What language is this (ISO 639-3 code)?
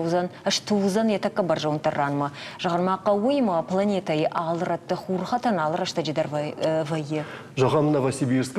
oss